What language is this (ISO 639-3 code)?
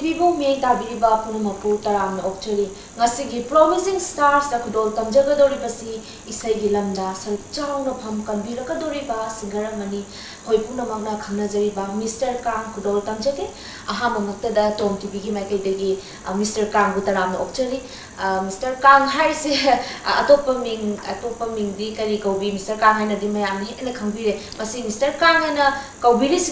mni